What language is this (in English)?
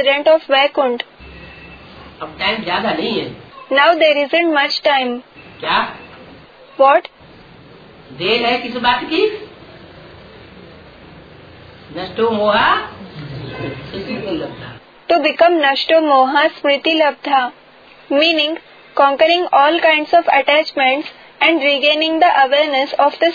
Hindi